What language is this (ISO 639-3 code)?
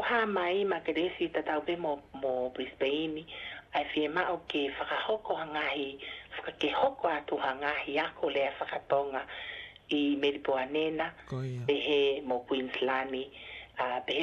ton